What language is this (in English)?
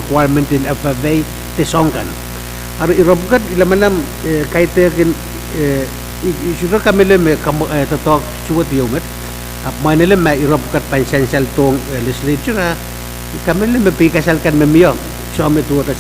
Pohnpeian